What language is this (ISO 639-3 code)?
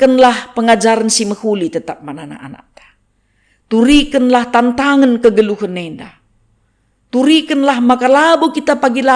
btx